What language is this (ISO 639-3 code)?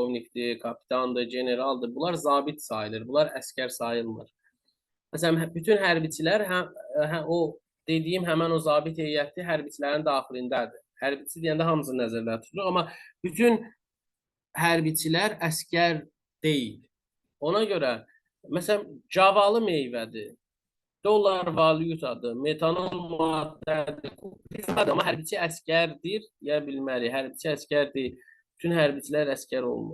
aze